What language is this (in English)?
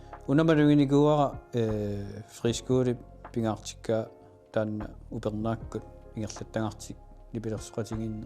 Kalaallisut